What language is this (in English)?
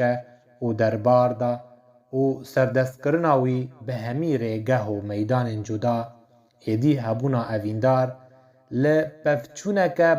Kurdish